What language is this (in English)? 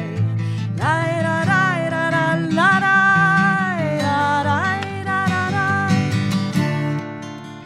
Basque